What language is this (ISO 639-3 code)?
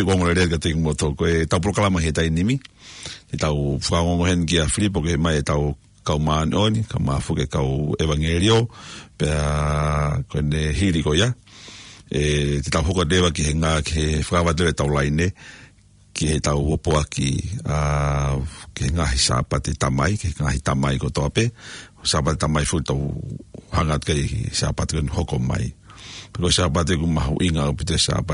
ton